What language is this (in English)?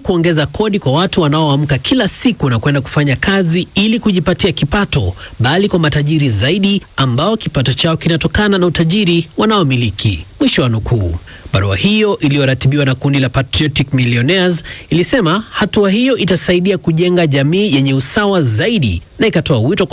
Swahili